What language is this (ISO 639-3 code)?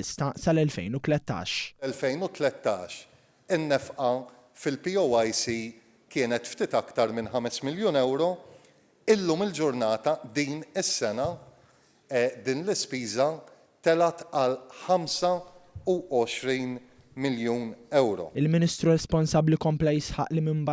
mlt